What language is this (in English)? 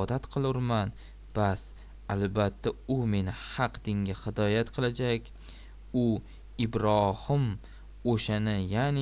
Uzbek